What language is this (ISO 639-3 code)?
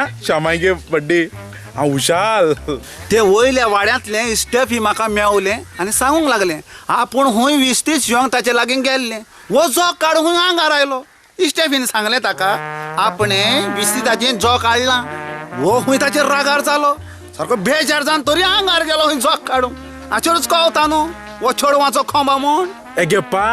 kok